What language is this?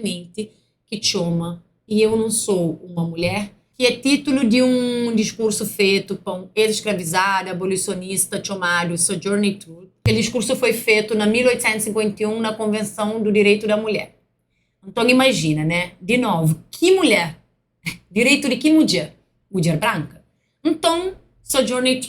Kabuverdianu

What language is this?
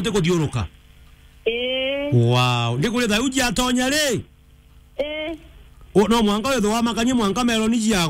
Meru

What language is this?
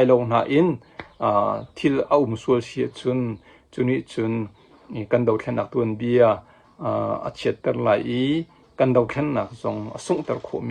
Hakha Chin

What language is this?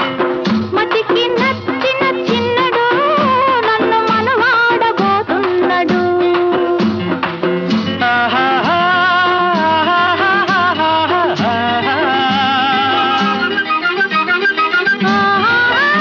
Telugu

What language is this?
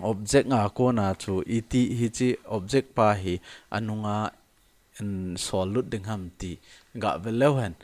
Thado Chin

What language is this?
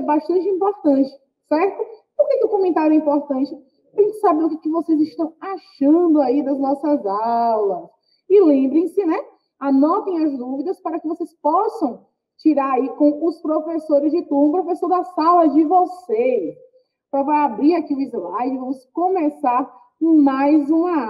Portuguese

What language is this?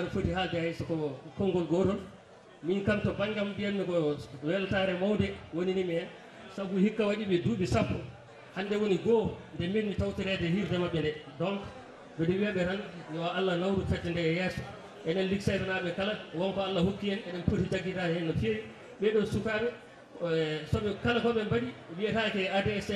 Fula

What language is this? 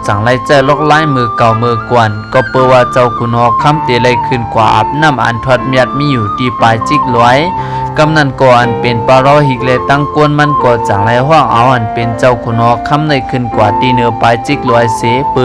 Shan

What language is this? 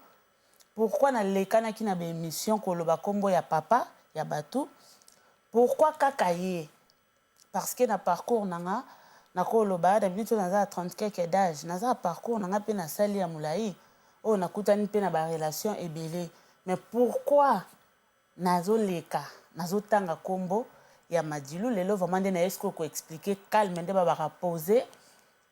Lingala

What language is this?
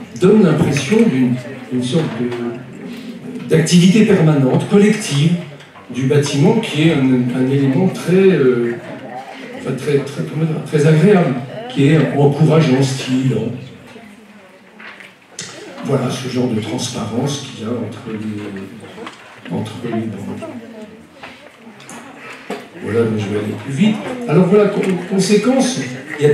French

